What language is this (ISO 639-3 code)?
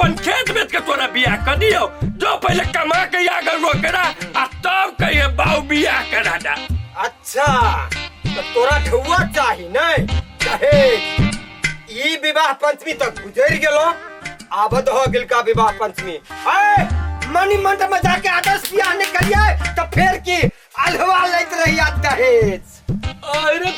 mai